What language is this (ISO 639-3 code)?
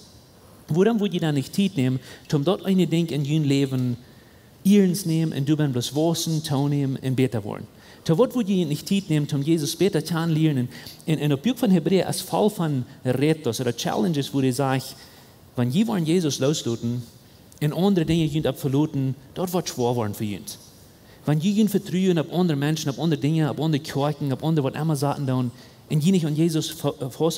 pdt